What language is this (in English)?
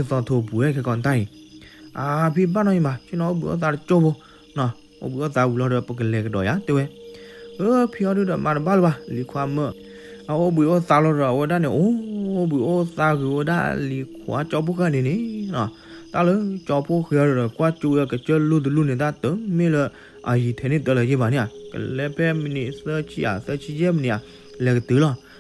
S'gaw Karen